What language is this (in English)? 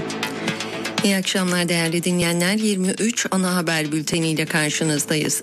Turkish